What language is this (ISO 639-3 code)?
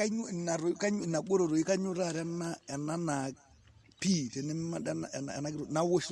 mas